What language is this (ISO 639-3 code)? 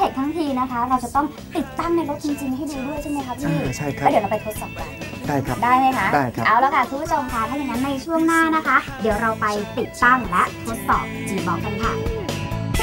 tha